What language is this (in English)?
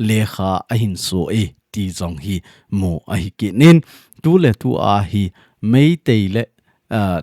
Thado Chin